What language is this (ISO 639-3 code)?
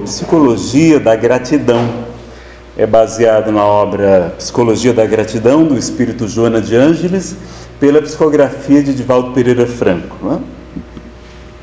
por